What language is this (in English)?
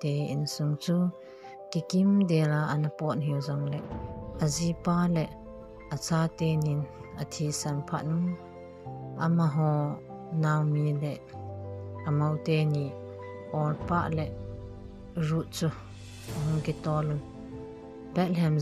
Thado Chin